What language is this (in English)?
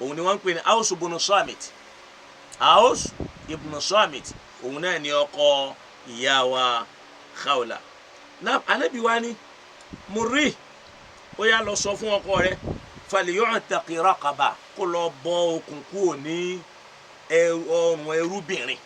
Yoruba